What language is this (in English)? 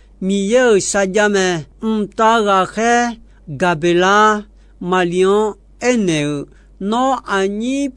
Akha